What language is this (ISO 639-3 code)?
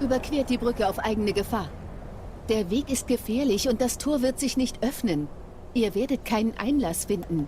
gsw